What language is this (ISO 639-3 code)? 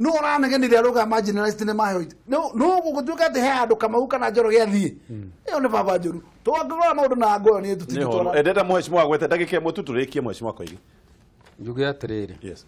kik